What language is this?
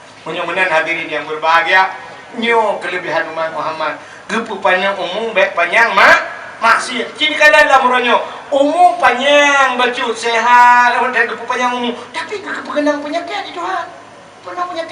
Achinese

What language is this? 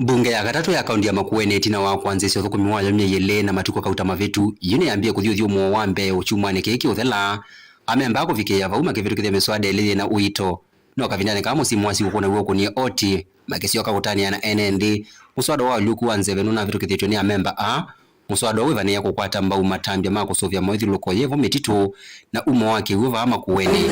Kamba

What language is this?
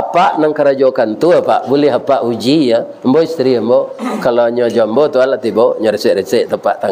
Minangkabau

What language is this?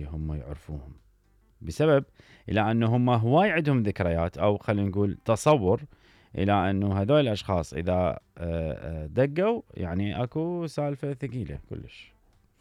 Mesopotamian Arabic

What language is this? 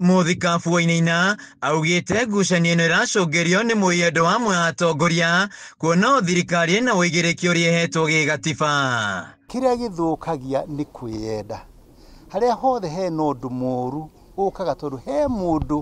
Kikuyu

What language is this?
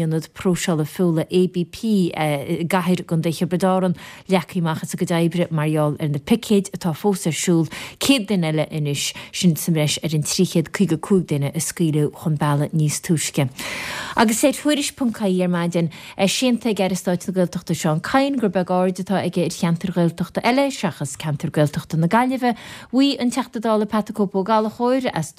Irish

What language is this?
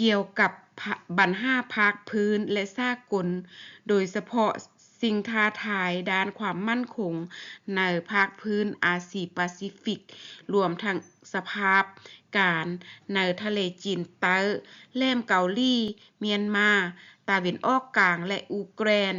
Lao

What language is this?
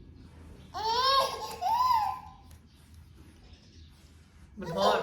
Northeastern Thai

